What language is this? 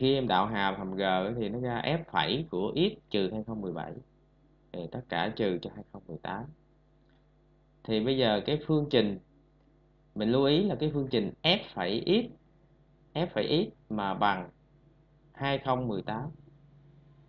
Vietnamese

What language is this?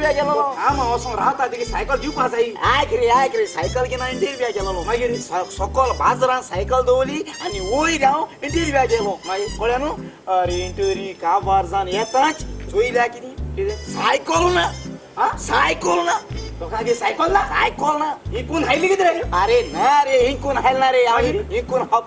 Konkani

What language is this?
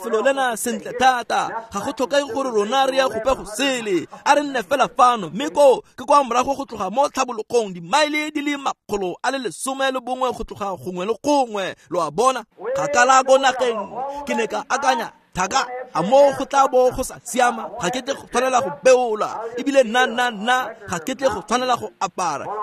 Tswana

